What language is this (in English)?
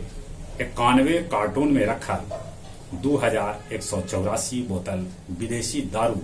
Magahi